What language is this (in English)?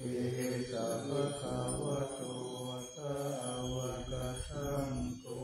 Pali